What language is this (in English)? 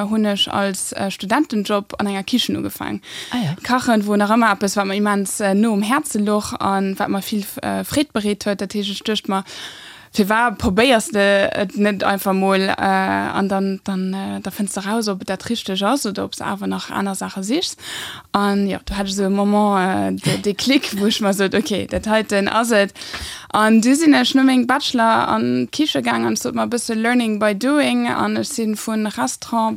Luxembourgish